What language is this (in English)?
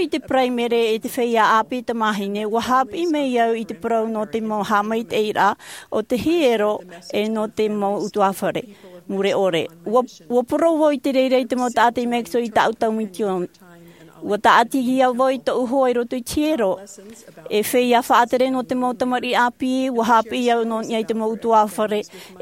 Tahitian